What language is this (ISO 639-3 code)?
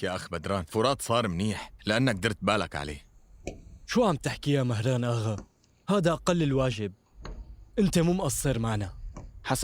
apc